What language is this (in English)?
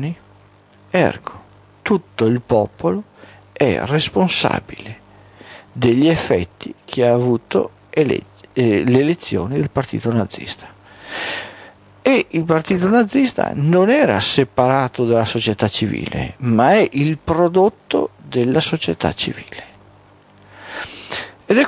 Italian